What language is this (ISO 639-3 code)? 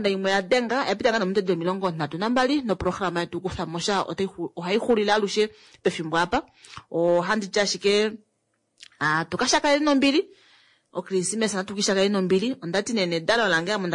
kua